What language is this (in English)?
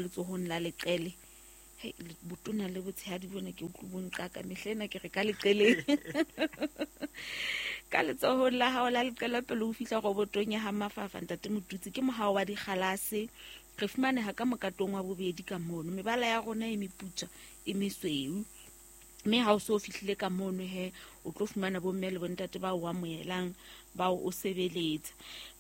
Southern Sotho